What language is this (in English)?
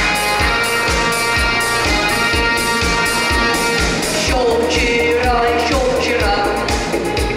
Russian